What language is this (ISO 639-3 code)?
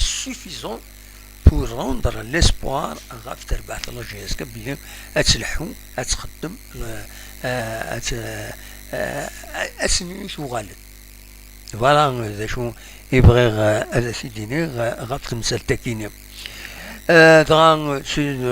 kab